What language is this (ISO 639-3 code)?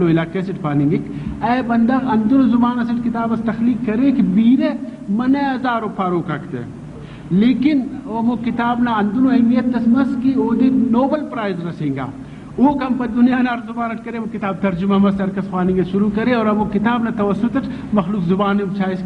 brh